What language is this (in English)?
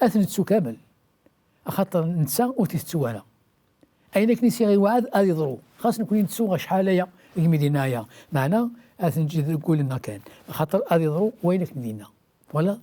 Kabyle